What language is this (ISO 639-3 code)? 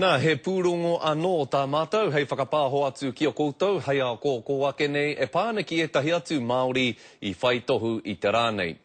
mri